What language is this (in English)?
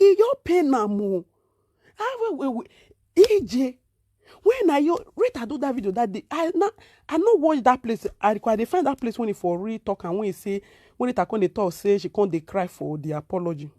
Nigerian Pidgin